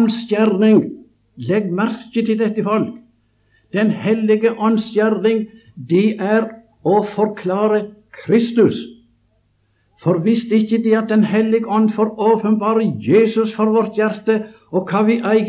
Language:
Norwegian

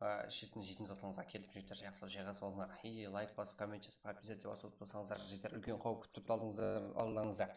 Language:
Kara-Kalpak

